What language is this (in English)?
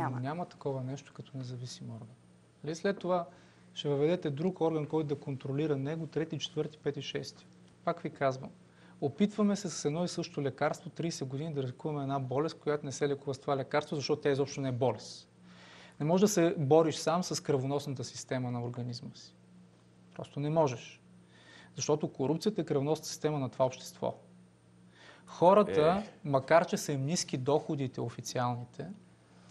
Bulgarian